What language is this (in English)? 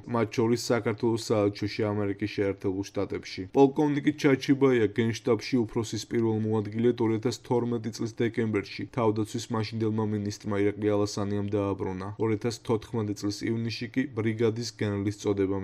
Georgian